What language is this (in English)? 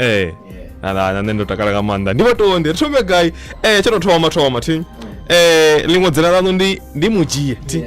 Venda